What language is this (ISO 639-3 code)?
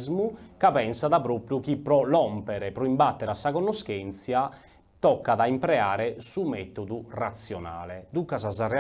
srd